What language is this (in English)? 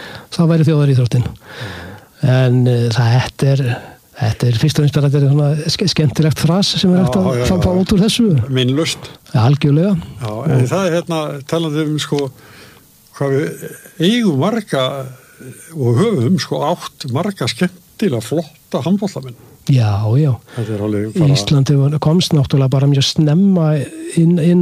Icelandic